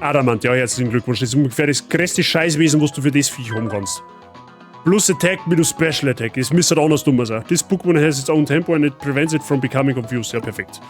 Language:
Bavarian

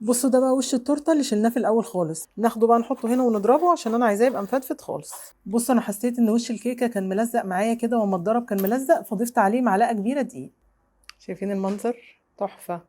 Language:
Egyptian Arabic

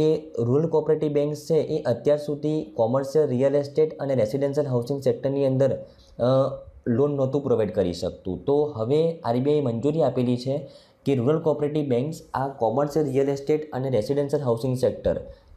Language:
Gujarati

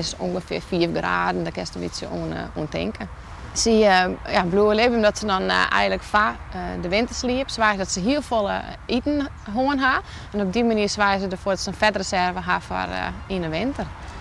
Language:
Western Frisian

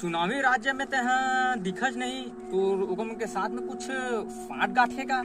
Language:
Chhattisgarhi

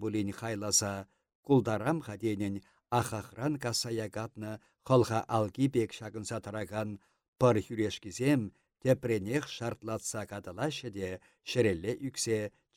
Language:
Chuvash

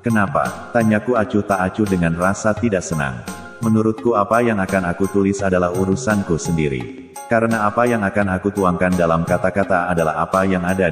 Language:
Indonesian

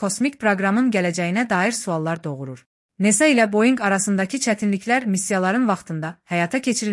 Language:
Azerbaijani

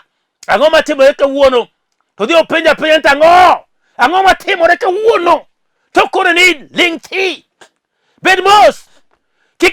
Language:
Luo (Kenya and Tanzania)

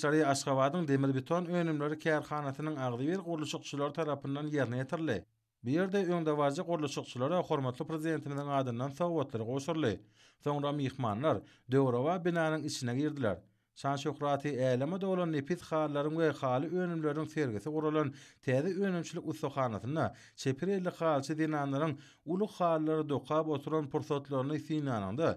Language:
Turkmen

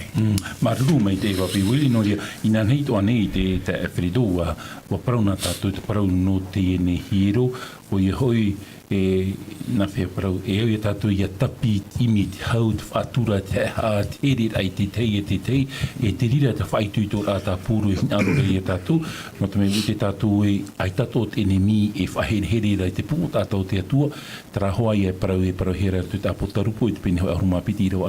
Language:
Tahitian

